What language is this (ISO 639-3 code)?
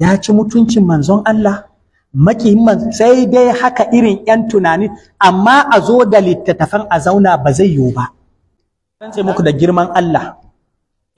hau